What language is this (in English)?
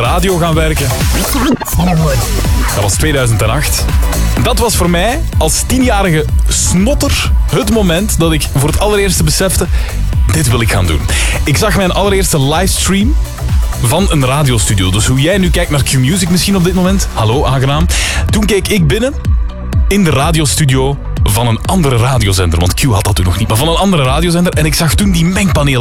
Dutch